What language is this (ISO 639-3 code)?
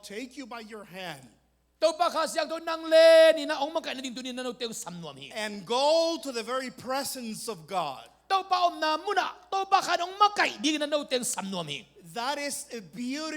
ctd